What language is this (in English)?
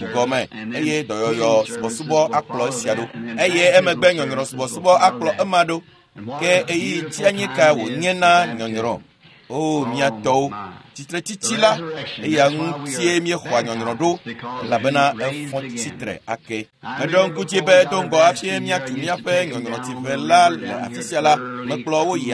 Ewe